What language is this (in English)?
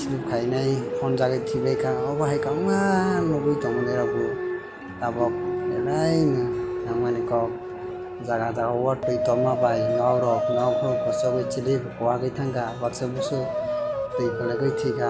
Kok Borok